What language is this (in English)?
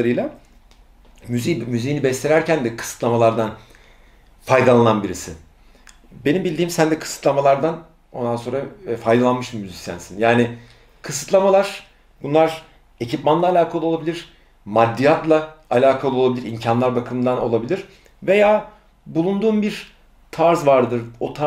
Turkish